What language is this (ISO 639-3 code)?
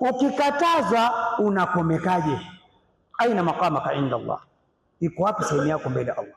swa